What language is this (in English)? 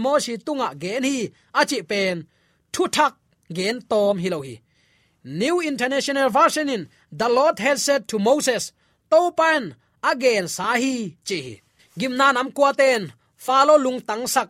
Tedim Chin